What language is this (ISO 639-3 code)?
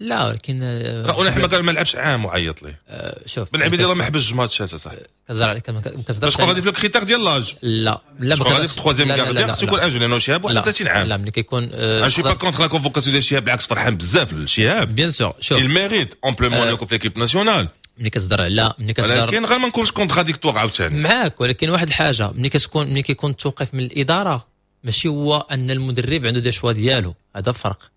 ary